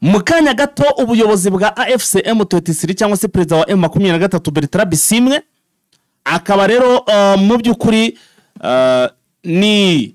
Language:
Kinyarwanda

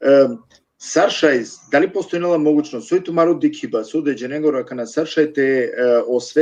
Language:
Balkan Romani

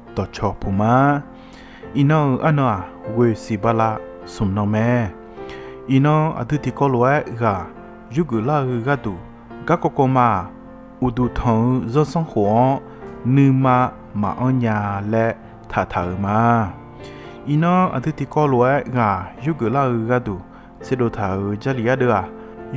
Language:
Akha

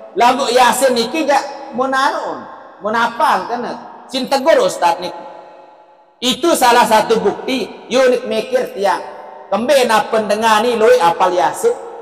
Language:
Sasak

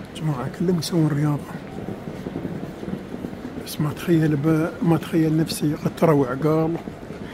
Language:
Gulf Arabic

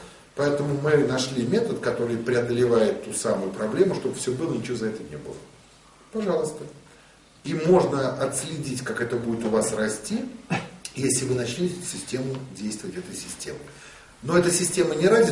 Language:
Russian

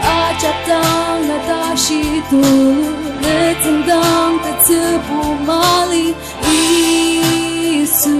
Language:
Ao Naga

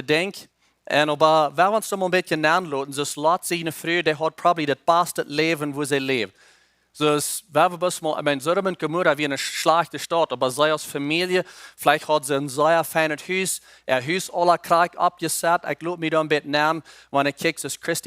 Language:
Plautdietsch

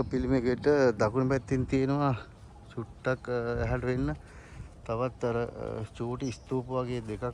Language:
Sinhala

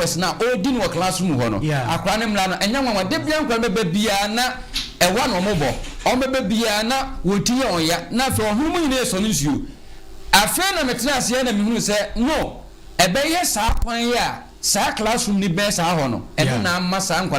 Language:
Akan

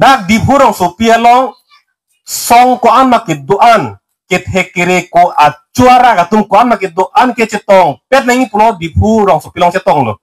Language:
Karbi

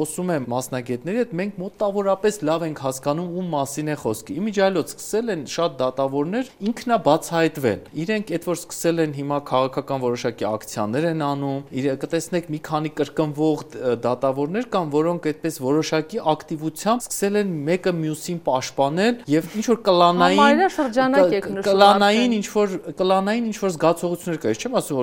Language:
Armenian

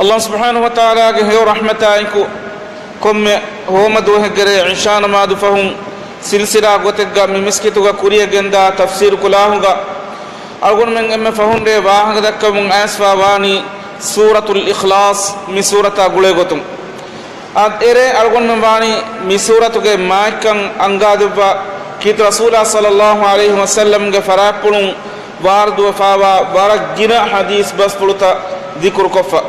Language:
Divehi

